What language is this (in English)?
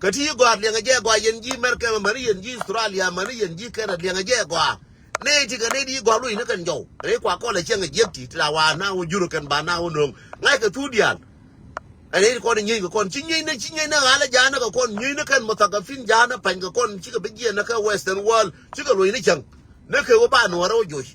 Nuer